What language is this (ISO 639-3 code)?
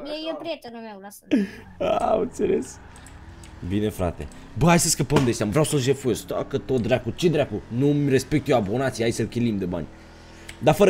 ron